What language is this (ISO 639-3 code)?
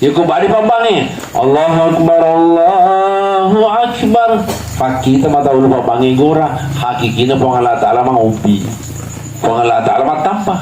bug